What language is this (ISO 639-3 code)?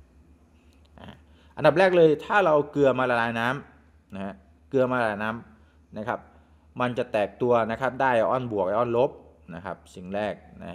tha